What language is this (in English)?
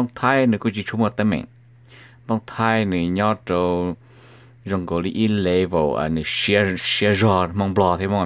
Hmong